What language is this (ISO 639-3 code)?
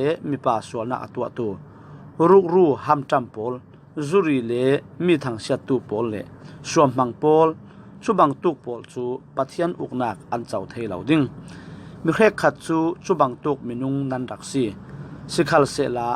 cfm